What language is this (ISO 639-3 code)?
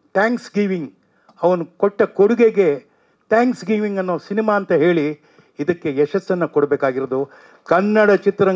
kan